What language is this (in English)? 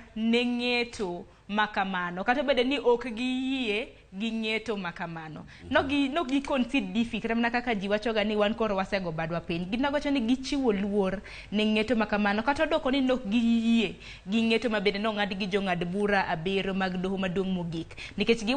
Luo (Kenya and Tanzania)